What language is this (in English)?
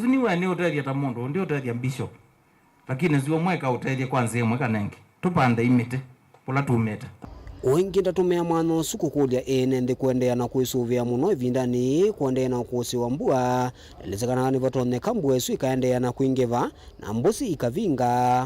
Kamba